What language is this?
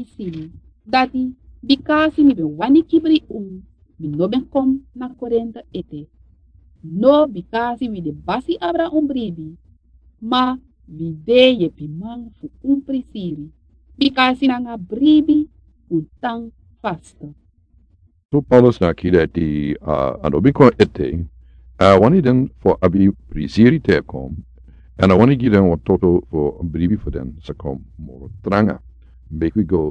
Sranan Tongo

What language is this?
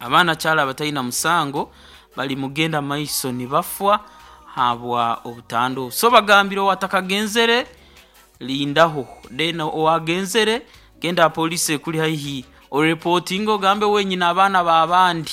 Nyoro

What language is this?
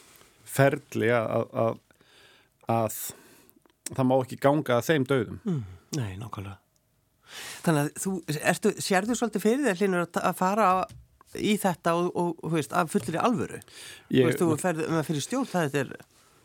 Icelandic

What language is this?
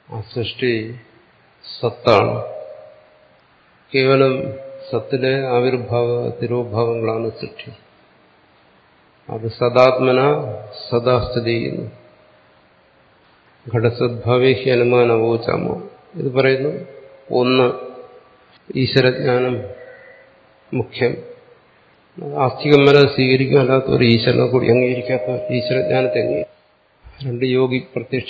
Malayalam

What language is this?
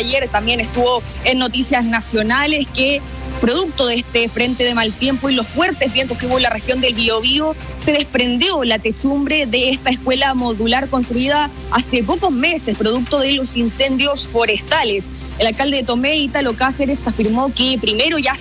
Spanish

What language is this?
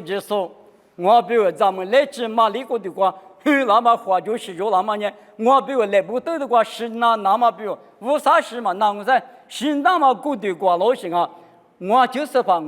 Lisu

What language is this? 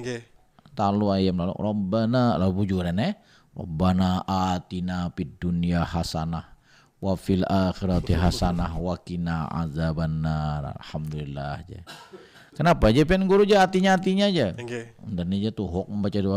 Banjar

